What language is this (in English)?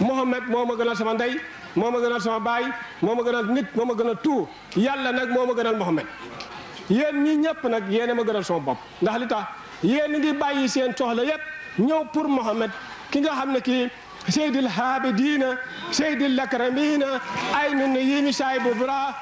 Wolof